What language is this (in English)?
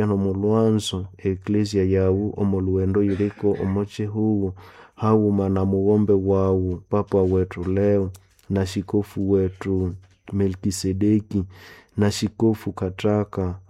Nande